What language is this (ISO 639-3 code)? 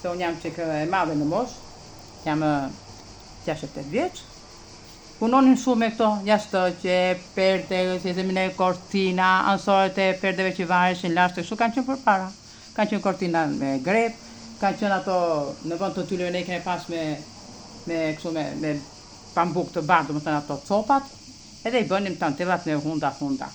sqi